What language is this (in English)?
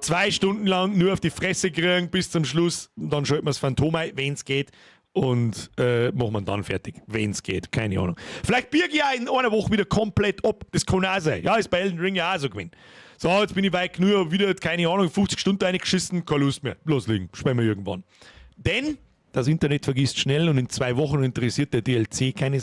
Bavarian